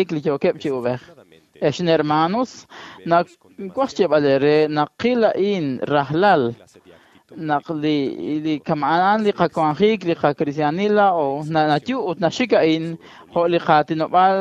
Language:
Kekchí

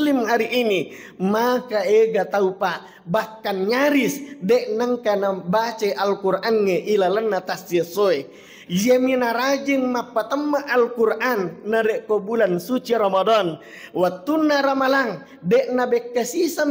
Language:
Buginese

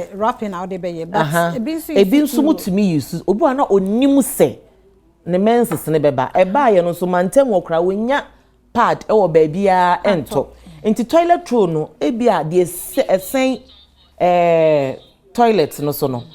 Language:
Akan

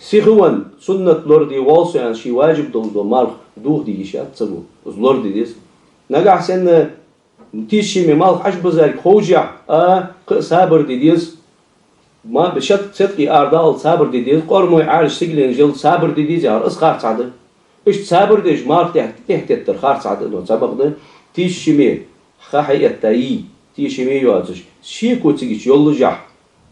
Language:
Ingush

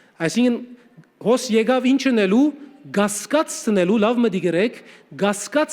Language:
Western Armenian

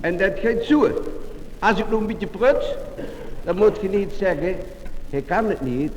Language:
Limburgish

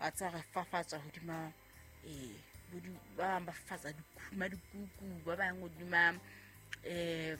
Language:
Southern Sotho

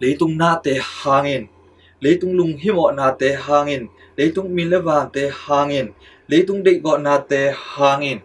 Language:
Tedim Chin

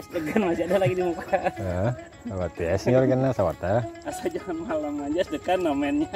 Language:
Banjar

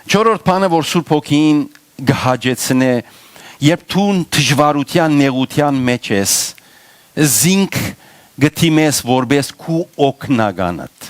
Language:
Western Armenian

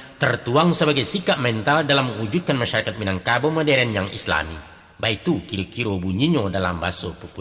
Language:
Minangkabau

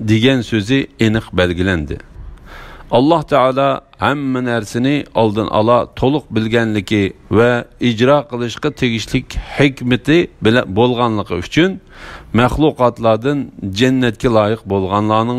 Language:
Uyghur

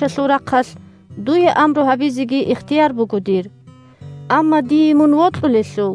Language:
Avaric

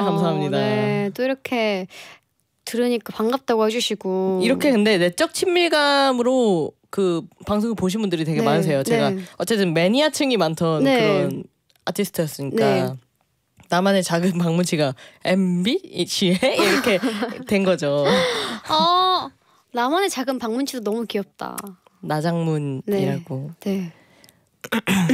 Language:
Korean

